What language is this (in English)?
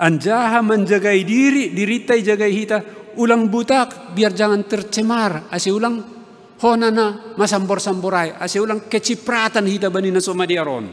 Batak Simalungun